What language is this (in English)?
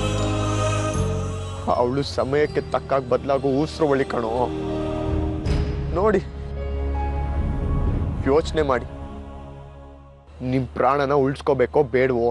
Kannada